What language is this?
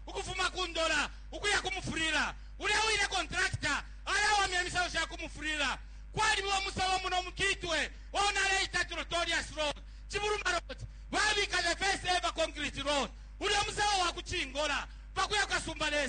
Bemba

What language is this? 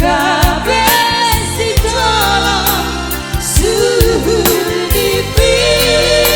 Batak Simalungun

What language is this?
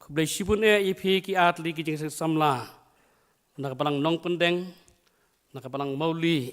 Khasi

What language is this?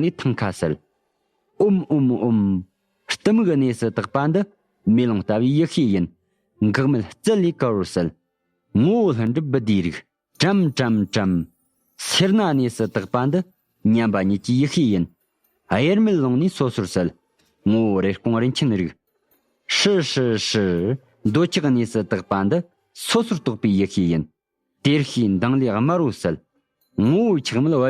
Tibetan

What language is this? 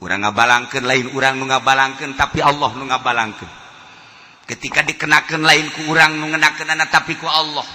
Sundanese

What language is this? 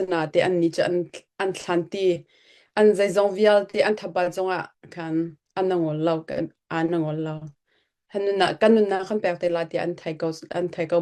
Hakha Chin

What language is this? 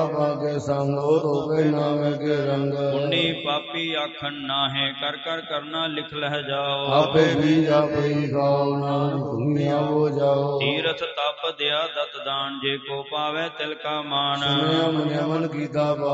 Punjabi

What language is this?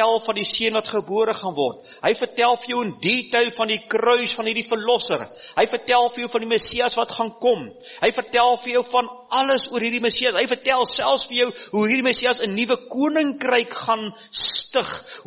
Afrikaans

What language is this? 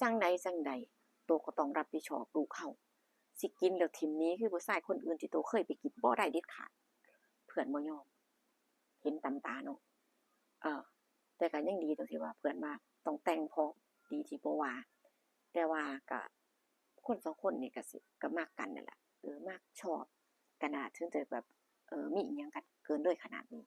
Northeastern Thai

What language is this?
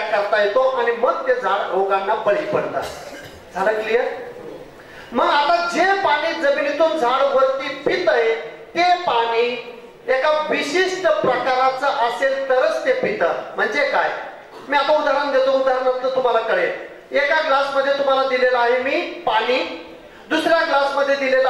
Marathi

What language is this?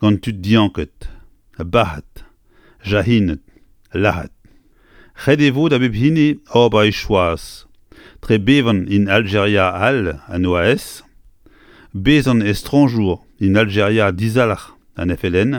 Breton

